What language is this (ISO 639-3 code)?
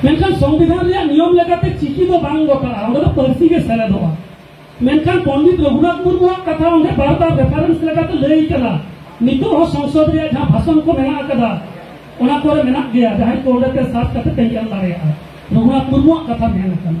sat